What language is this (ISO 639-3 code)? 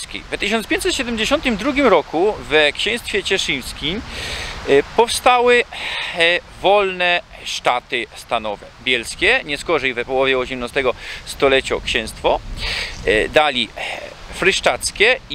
szl